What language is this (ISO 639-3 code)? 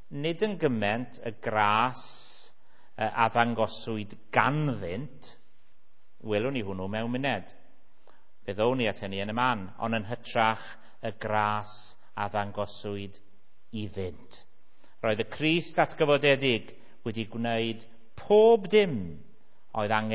cym